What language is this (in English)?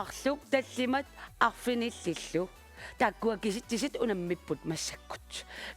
Kalaallisut